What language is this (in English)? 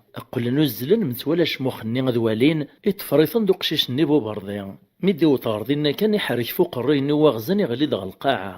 Kabyle